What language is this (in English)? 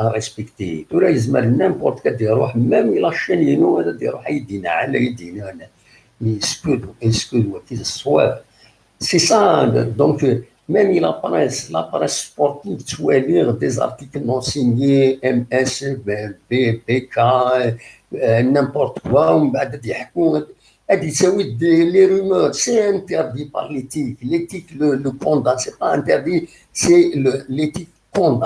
Kabyle